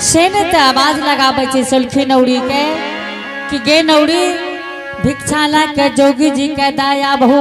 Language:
Angika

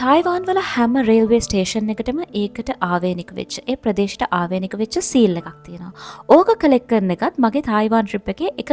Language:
Sinhala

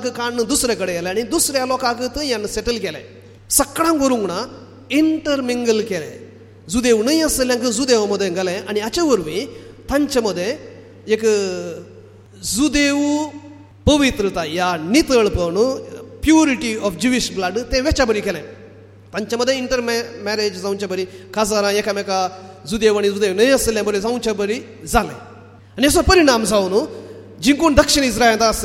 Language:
Konkani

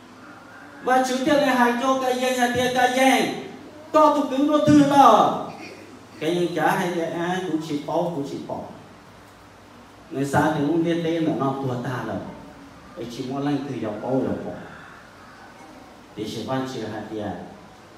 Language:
Vietnamese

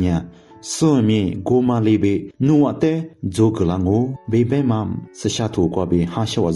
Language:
Lisu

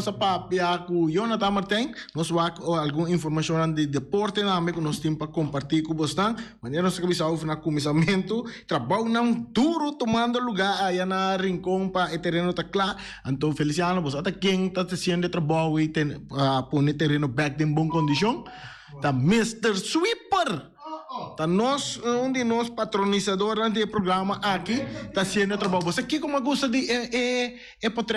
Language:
Papiamento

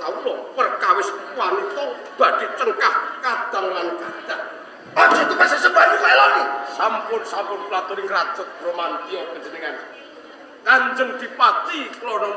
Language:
Javanese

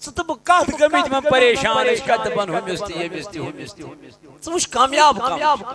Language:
Kashmiri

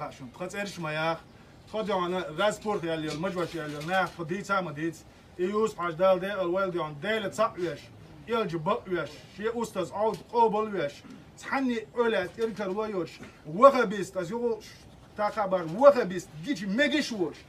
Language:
Chechen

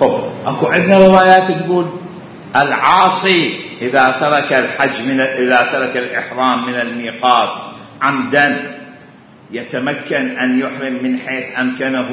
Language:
Mesopotamian Arabic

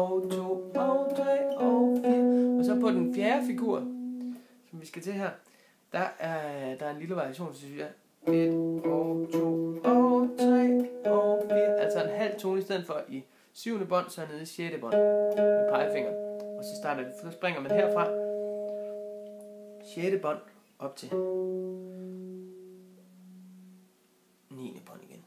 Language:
Danish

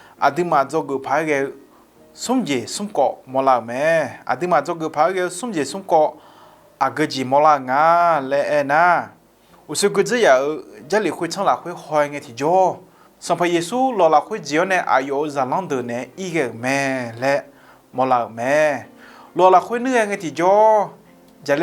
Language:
Akha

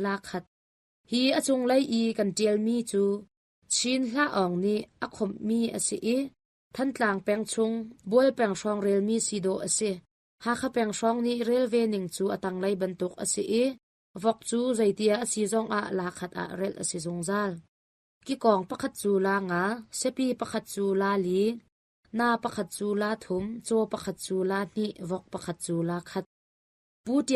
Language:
Hakha Chin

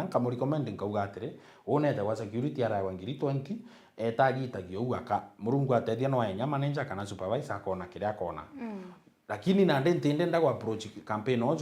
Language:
Meru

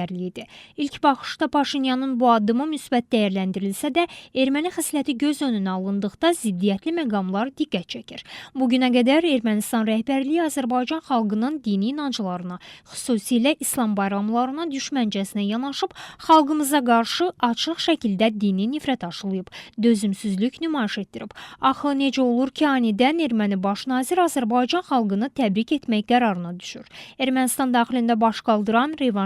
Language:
Azerbaijani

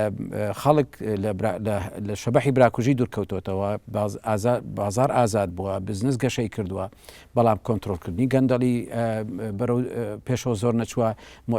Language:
Central Kurdish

